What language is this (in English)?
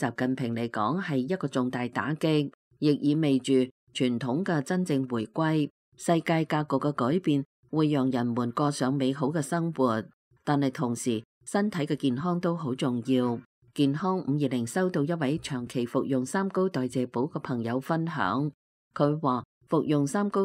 Cantonese